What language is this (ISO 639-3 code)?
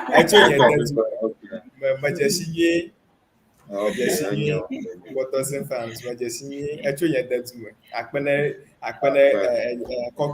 ewe